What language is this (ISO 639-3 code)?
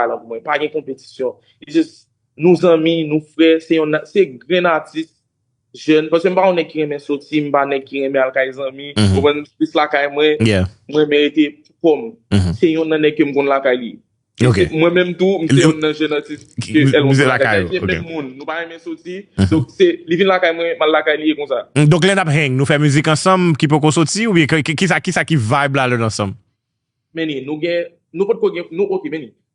hat